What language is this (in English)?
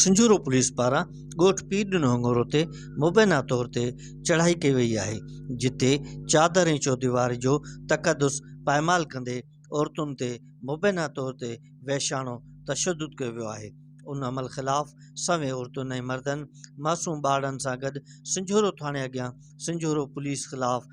Sindhi